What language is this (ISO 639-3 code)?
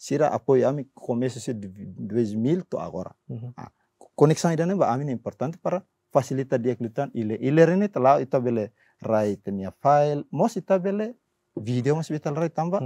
tet